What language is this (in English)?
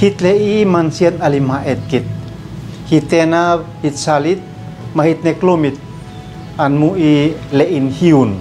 Uab Meto